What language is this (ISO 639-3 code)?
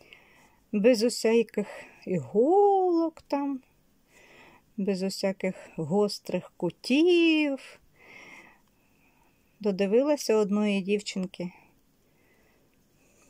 ukr